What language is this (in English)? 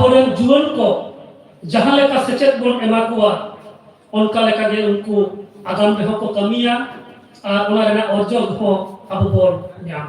Santali